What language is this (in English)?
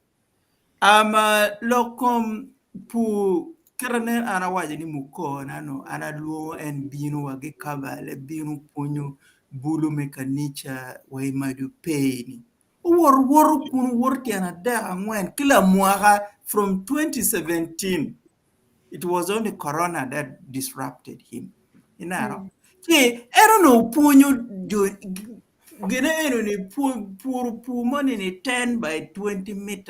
Acoli